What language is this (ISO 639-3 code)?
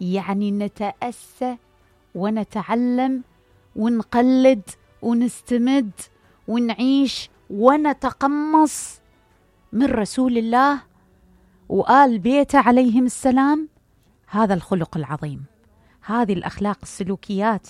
acm